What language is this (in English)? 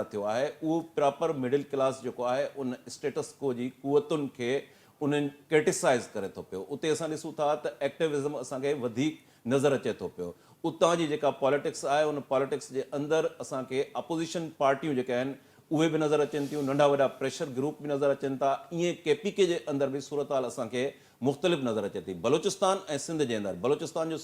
Sindhi